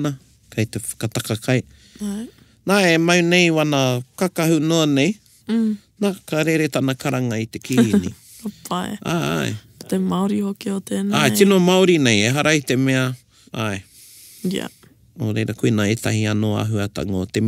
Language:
Māori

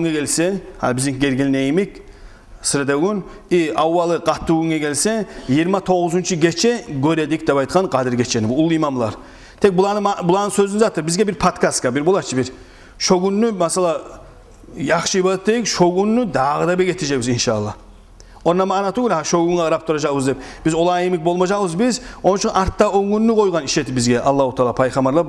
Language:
Kumyk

